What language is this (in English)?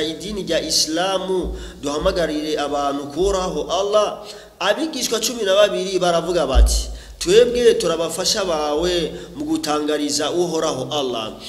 Rundi